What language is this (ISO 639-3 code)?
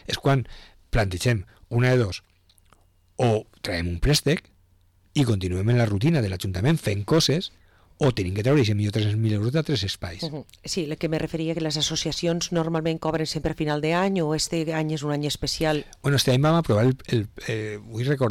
cat